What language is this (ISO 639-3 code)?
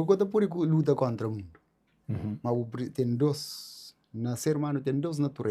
kea